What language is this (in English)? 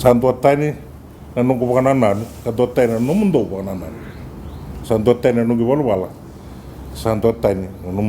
Fijian